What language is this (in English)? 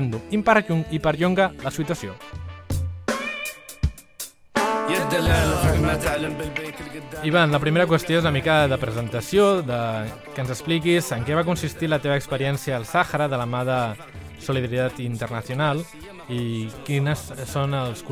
Catalan